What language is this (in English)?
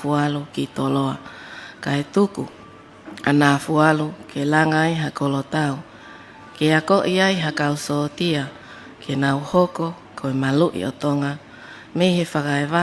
Tongan